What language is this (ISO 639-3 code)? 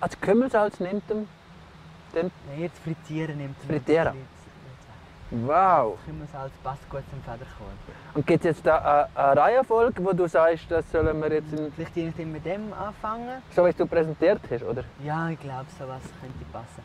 gsw